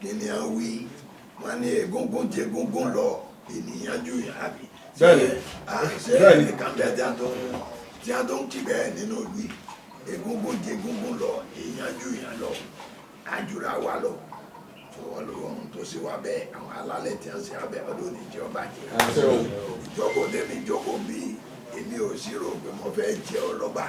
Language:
Yoruba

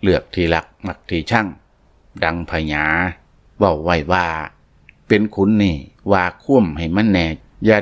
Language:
Lao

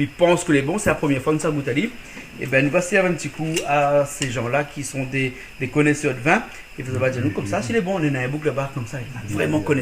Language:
Réunion Creole French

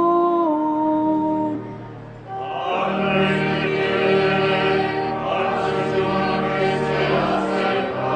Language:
Spanish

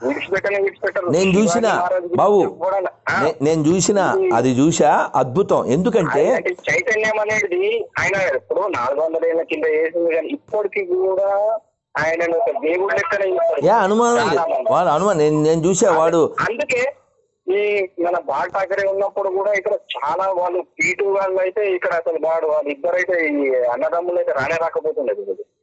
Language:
Telugu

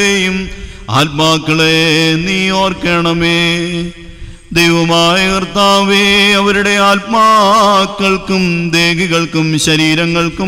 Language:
Malayalam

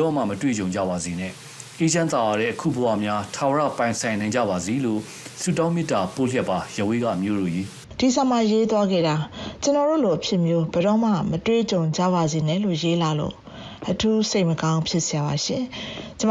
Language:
Burmese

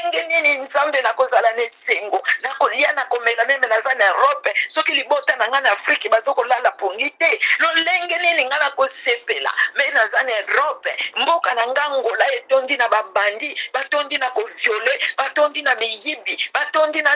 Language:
Lingala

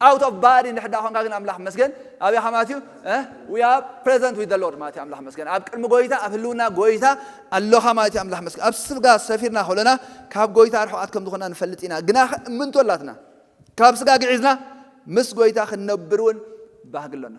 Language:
Tigrinya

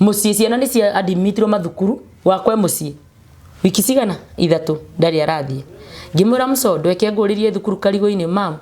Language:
Kikuyu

